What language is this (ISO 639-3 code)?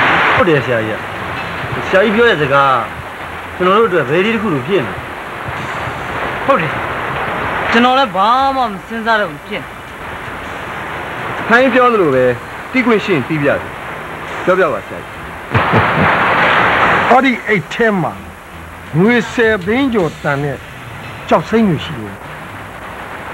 mya